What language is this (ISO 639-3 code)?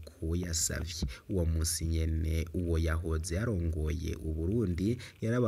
run